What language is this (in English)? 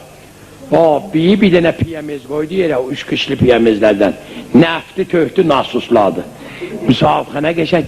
South Azerbaijani